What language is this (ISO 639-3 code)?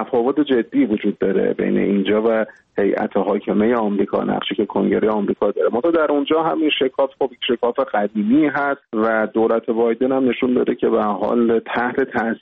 fas